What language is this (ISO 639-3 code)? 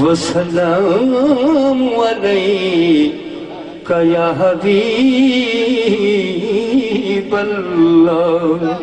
skr